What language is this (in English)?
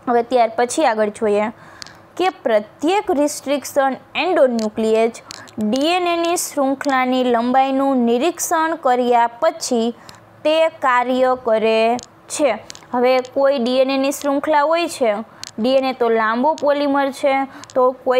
Gujarati